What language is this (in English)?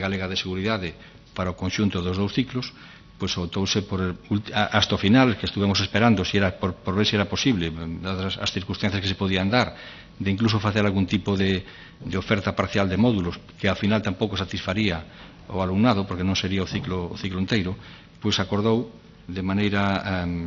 Galician